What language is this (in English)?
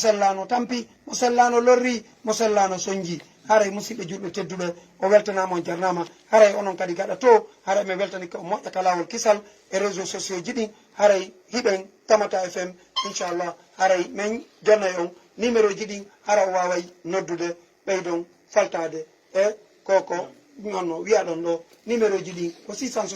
Fula